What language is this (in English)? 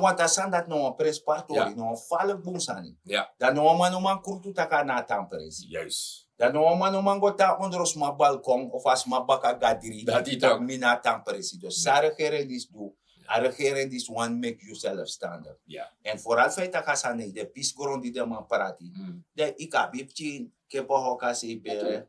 Sranan Tongo